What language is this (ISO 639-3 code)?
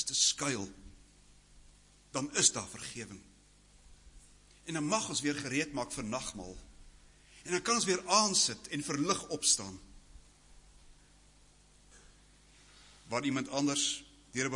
afr